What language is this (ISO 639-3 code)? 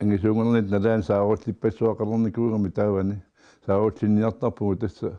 kal